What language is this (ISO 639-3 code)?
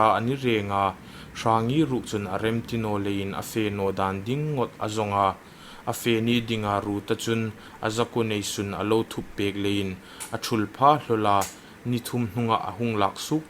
hmr